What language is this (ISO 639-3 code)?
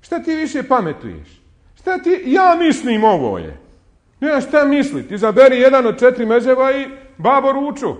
bos